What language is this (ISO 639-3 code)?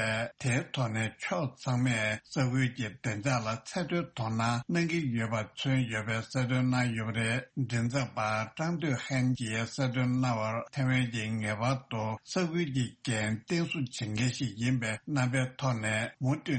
bod